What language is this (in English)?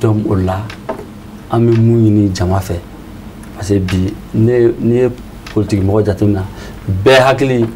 Bambara